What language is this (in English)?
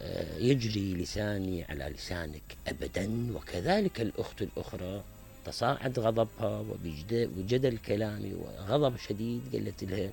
Mesopotamian Arabic